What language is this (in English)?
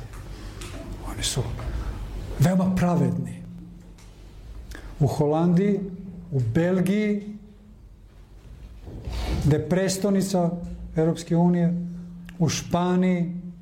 Serbian